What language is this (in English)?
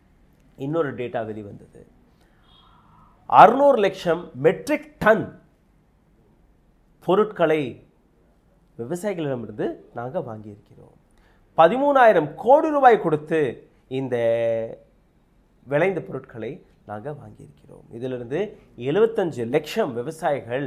Tamil